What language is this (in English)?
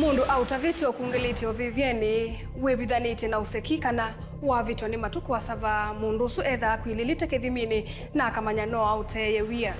Kamba